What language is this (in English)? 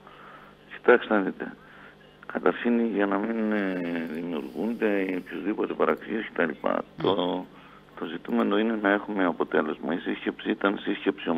Greek